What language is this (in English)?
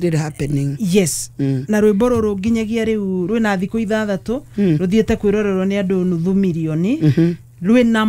Kikuyu